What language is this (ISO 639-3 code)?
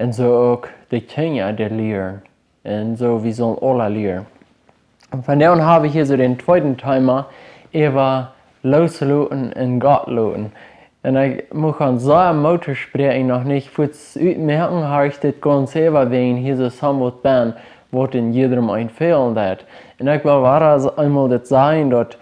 pdt